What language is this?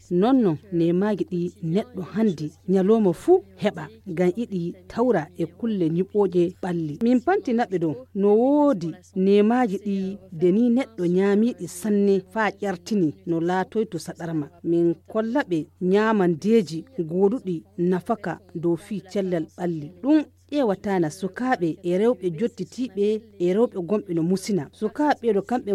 Fula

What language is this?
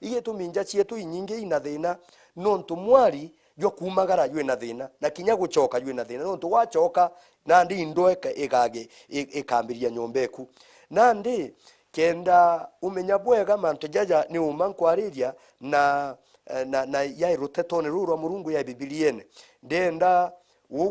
Meru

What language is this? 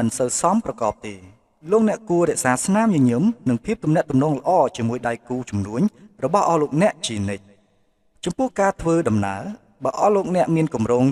Khmer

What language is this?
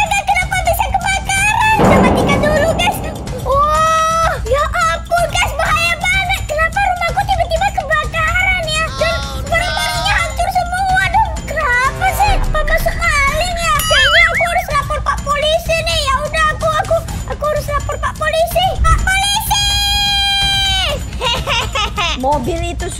Indonesian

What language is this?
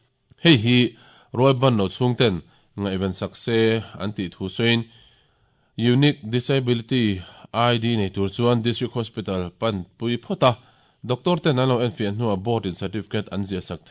Mizo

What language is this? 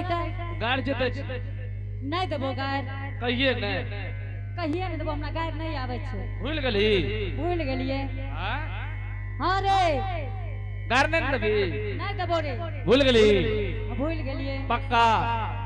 Angika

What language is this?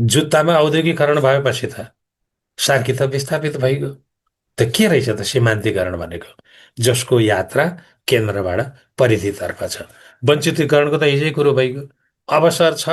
Nepali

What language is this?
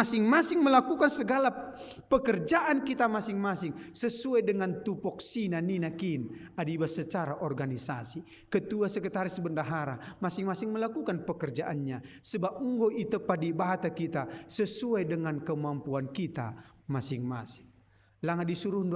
Batak Karo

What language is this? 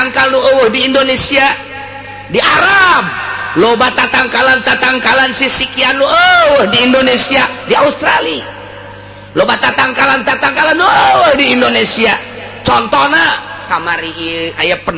Sundanese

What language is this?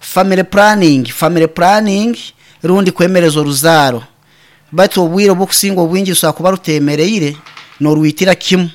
Nyankole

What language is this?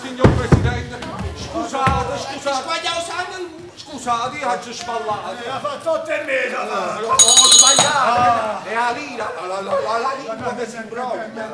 Neapolitan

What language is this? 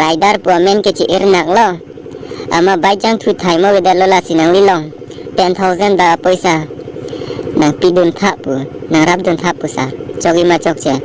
Karbi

